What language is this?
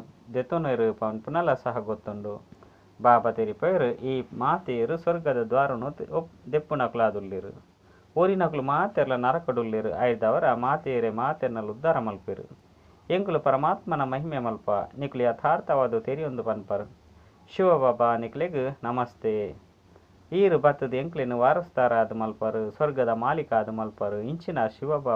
Tulu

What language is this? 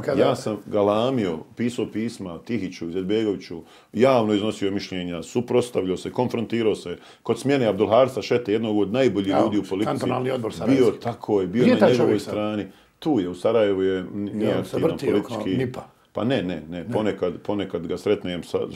Bosnian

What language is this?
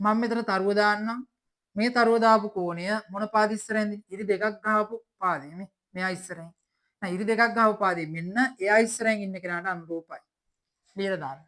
Sinhala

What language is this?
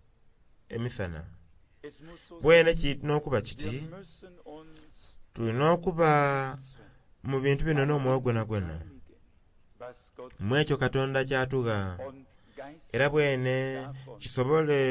Soga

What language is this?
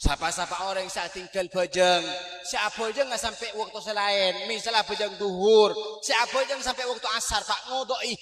Madurese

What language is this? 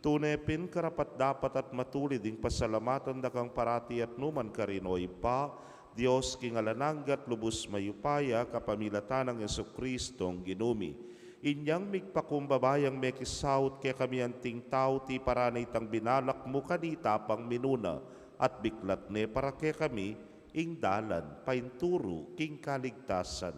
Pampanga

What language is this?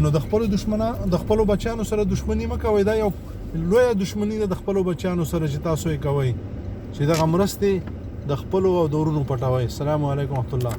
Pashto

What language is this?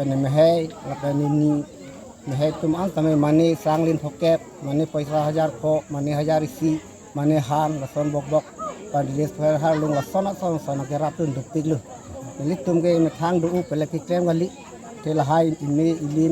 Karbi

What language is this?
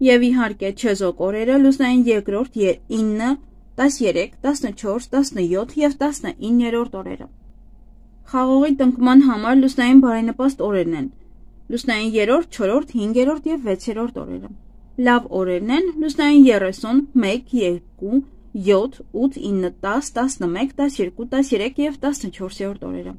Armenian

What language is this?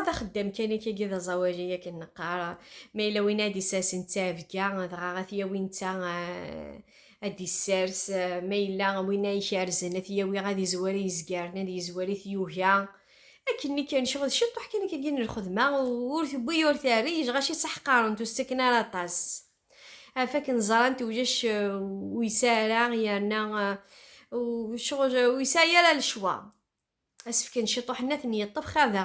Kabyle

